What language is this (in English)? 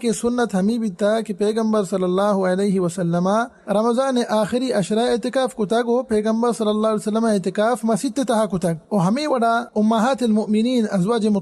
Baluchi